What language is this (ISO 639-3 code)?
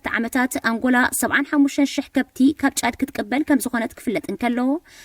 tir